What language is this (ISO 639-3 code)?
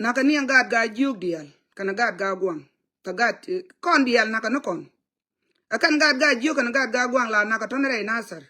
nus